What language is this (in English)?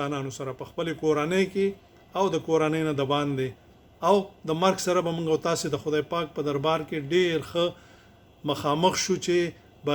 Pashto